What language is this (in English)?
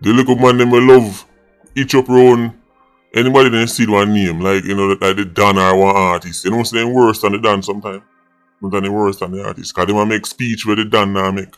Jamaican Creole English